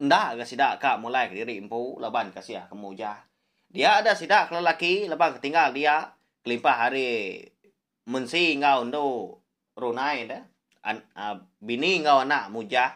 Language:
Iban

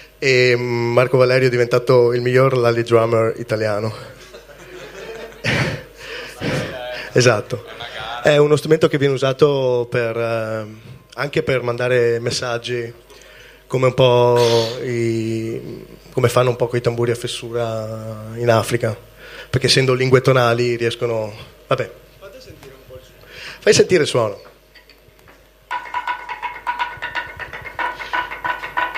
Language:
Italian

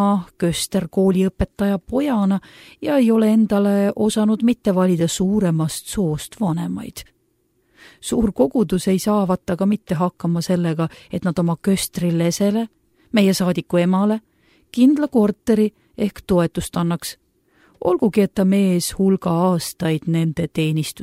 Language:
Estonian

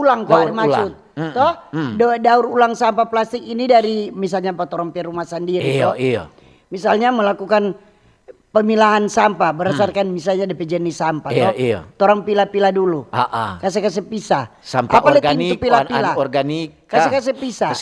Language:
Manado Malay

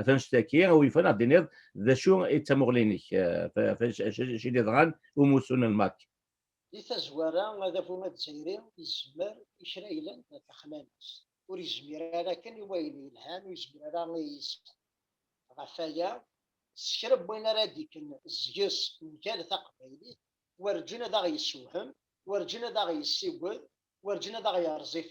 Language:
Kabyle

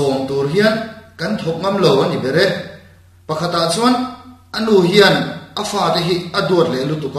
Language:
Mizo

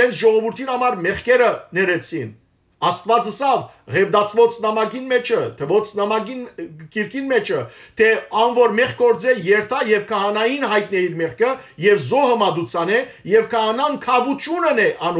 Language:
Western Armenian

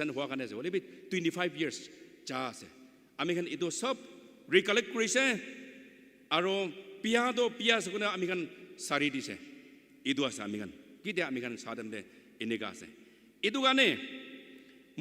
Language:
Naga Pidgin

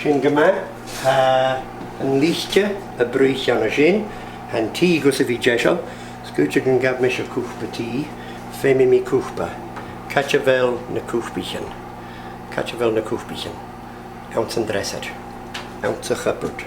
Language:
Scottish Gaelic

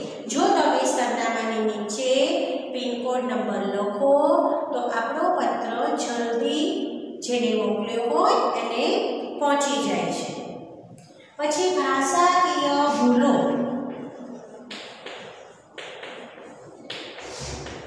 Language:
Gujarati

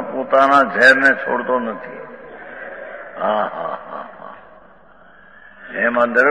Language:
Gujarati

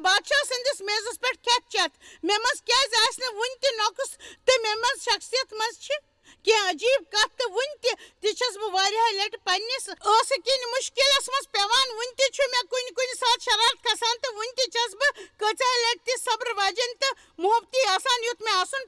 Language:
Kashmiri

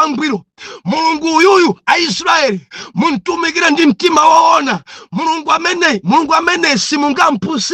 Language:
Nyanja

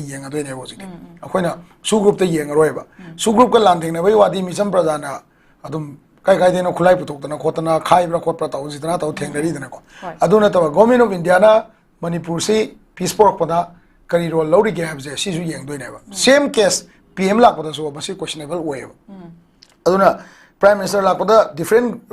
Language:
Manipuri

